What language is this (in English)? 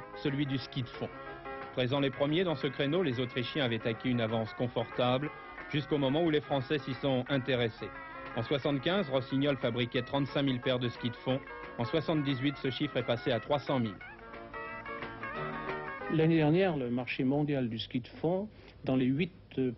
French